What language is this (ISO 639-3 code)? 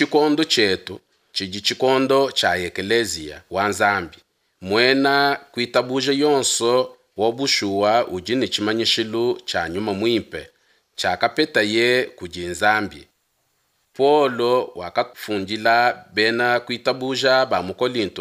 lua